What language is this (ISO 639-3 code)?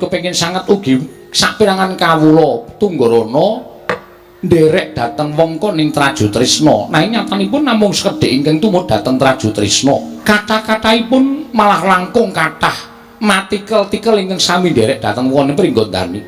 jav